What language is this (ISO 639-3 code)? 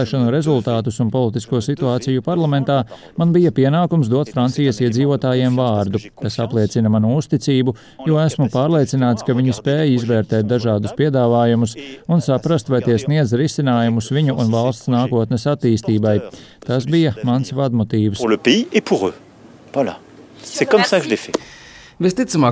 lav